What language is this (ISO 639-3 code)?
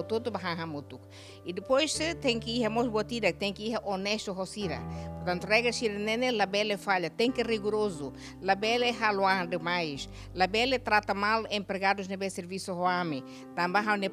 tet